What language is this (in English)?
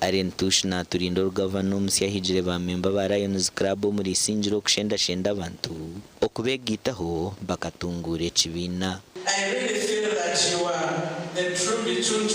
Nyankole